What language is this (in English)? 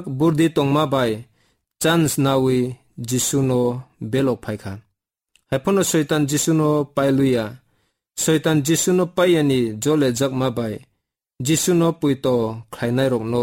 Kok Borok